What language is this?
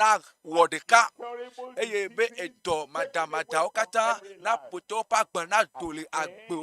Ewe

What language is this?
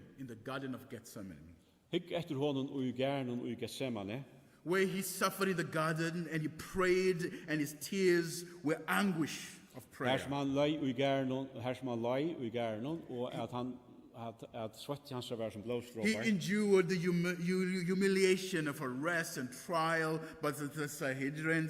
Faroese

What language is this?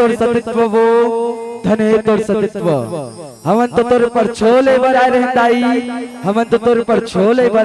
Chhattisgarhi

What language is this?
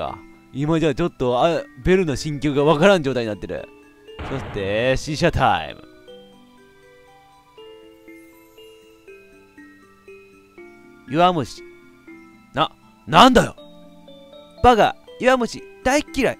Japanese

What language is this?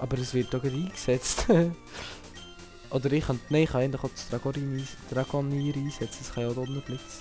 Swiss German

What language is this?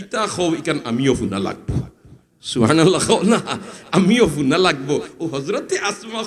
Sylheti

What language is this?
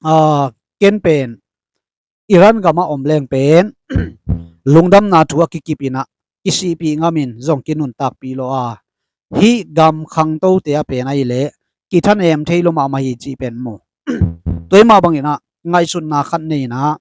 Tedim Chin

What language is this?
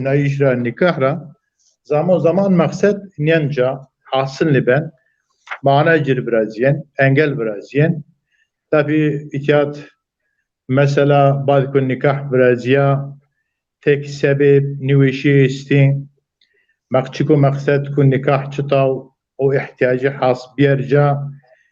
Zaza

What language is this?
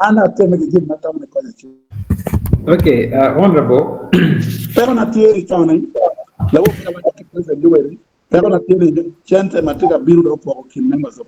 Acoli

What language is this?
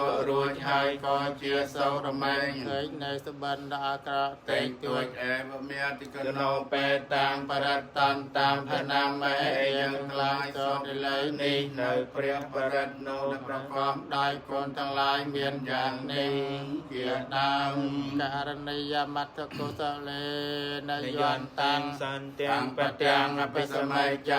Khmer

